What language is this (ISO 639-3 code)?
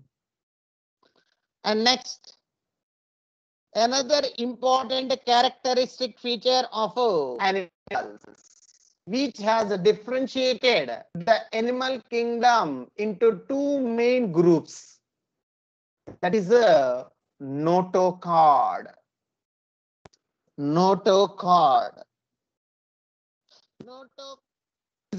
eng